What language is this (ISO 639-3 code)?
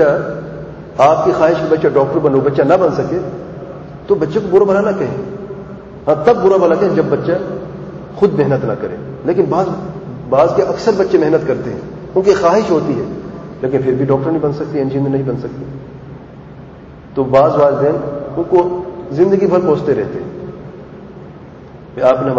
urd